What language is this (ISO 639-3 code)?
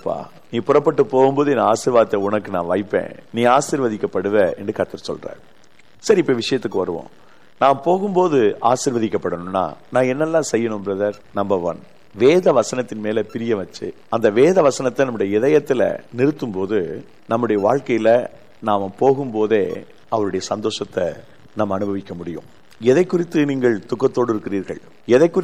tam